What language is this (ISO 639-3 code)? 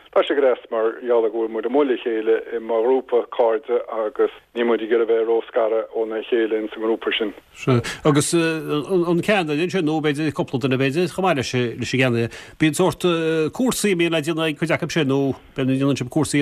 gle